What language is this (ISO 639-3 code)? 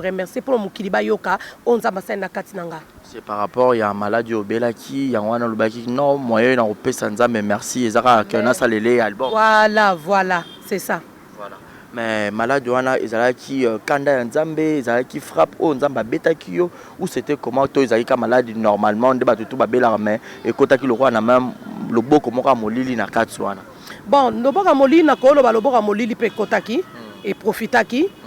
lin